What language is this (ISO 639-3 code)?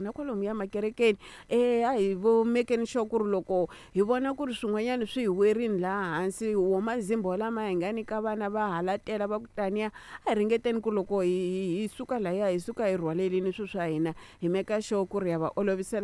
tso